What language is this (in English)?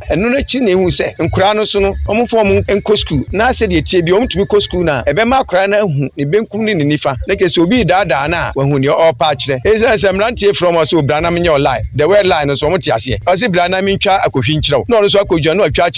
Akan